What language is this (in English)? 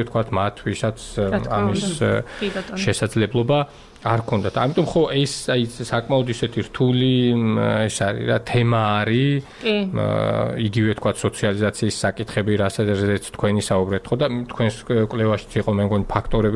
Georgian